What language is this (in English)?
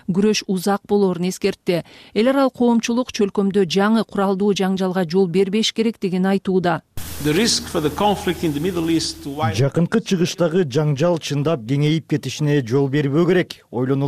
Kyrgyz